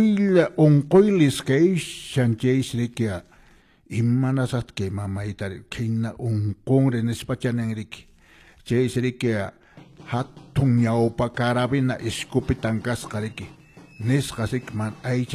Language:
Quechua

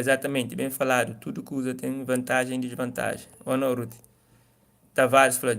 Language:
Kabuverdianu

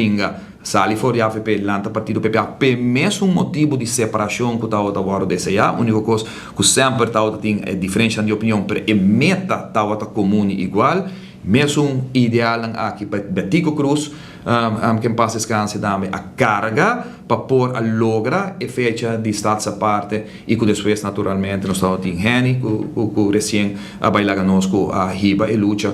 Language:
Papiamento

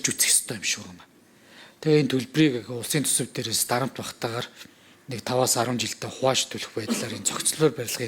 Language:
Mongolian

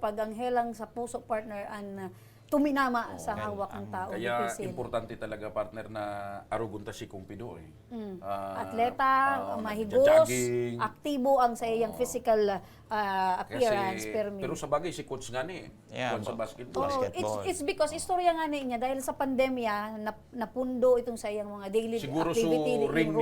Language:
Bikol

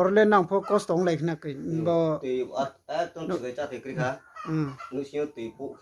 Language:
Riang (India)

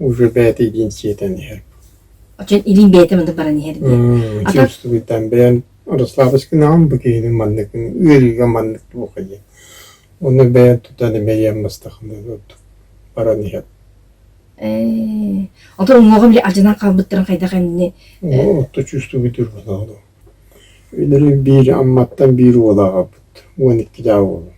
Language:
Yakut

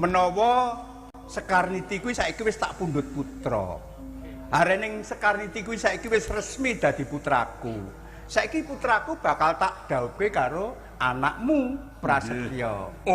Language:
Javanese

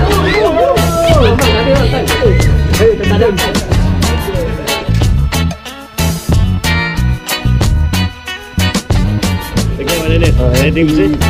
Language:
Malay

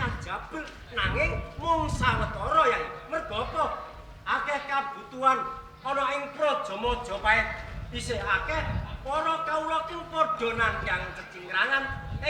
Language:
Javanese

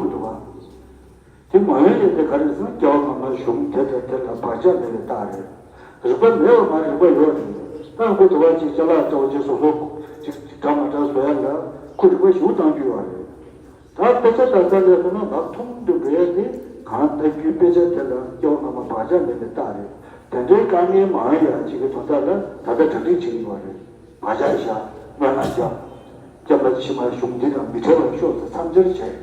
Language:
Tibetan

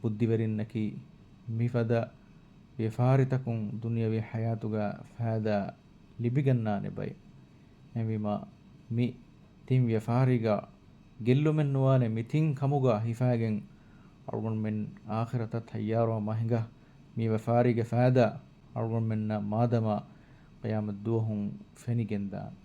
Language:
Divehi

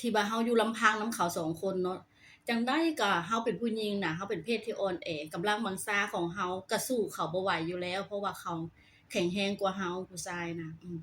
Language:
Lao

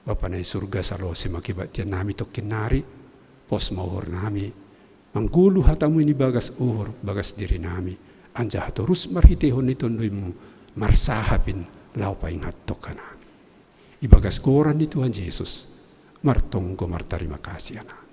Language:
Batak Simalungun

